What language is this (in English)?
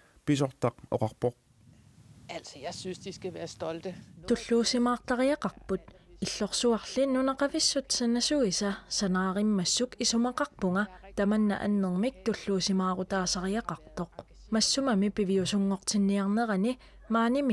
Kalaallisut